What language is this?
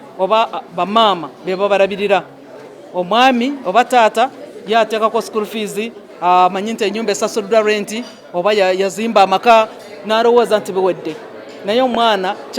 Ganda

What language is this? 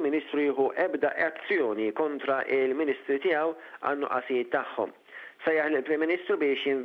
Maltese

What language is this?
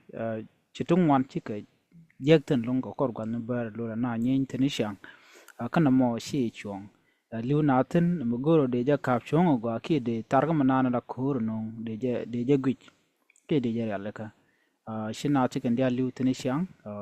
Nuer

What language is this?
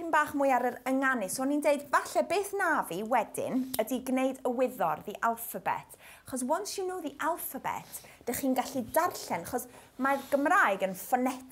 Welsh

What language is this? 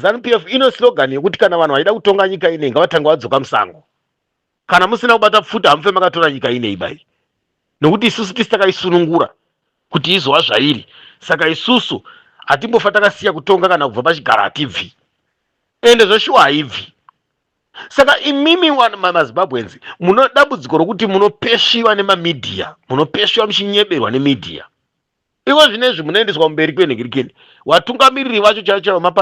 Shona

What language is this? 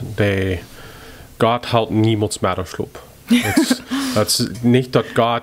Plautdietsch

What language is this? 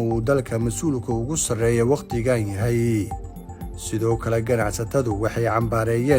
Somali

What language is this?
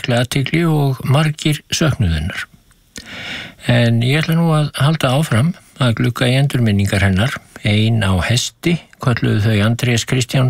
Icelandic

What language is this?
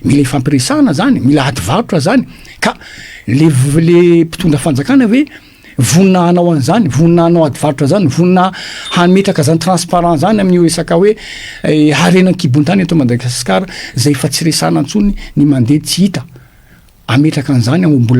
Malagasy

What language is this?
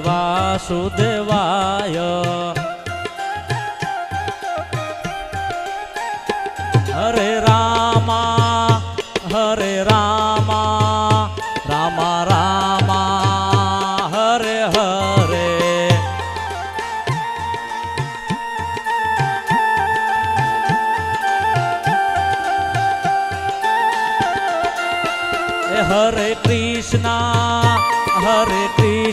Gujarati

